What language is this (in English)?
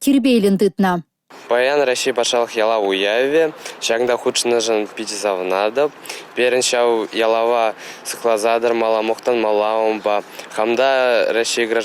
Chuvash